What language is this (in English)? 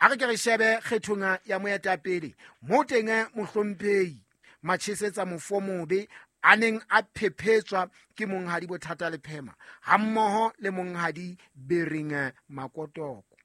Southern Sotho